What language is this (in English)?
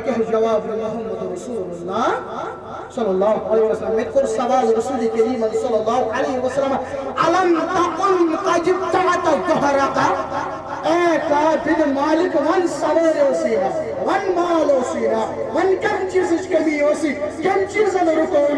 Kashmiri